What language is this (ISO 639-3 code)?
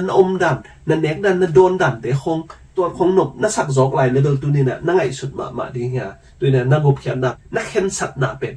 ctd